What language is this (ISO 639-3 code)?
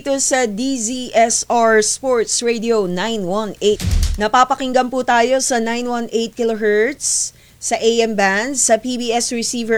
fil